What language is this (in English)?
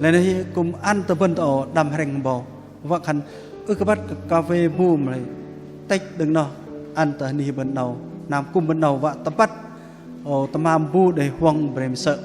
Bahnar